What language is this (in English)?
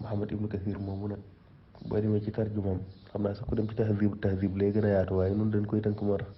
Wolof